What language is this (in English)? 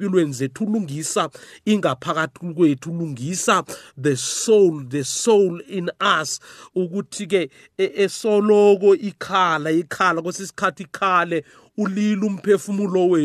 South Ndebele